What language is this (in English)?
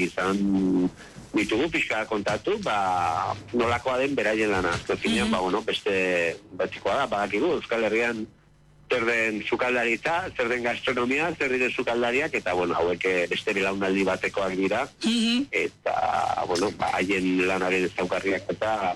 Basque